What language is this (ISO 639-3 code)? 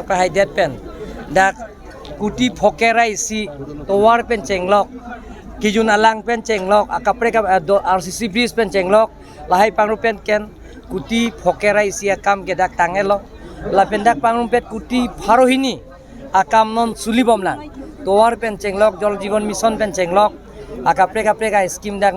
mjw